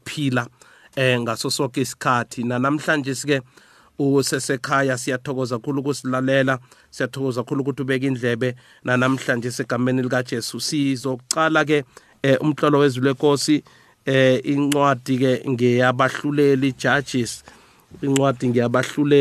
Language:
South Ndebele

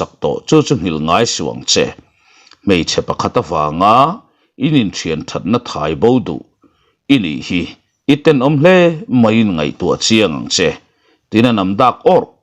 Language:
Mizo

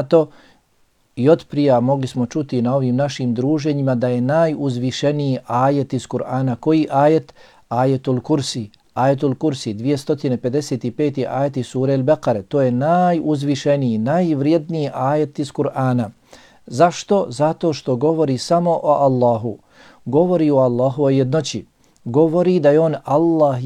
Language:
Bosnian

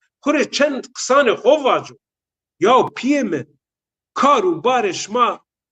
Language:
Zaza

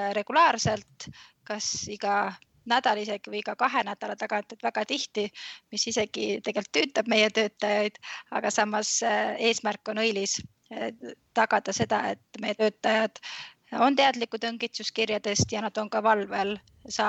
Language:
Estonian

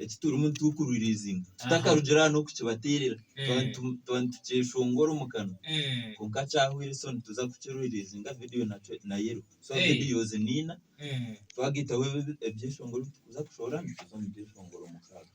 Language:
Nyankole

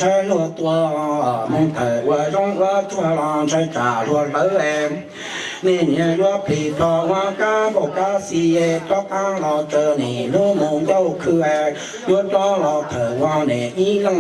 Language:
Hmong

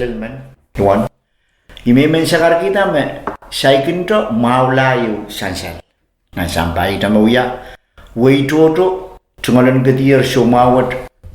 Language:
Pohnpeian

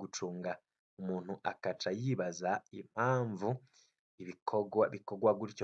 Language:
Rundi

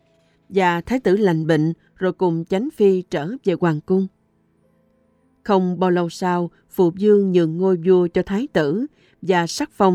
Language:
Vietnamese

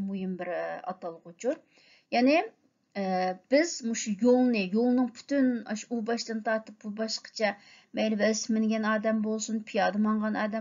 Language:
Uyghur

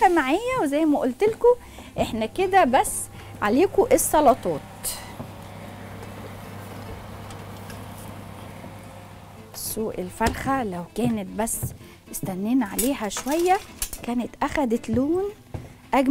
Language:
Egyptian Arabic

